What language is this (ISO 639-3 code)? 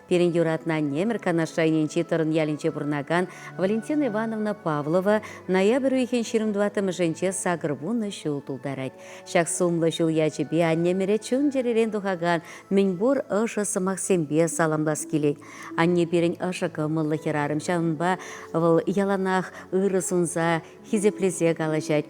chv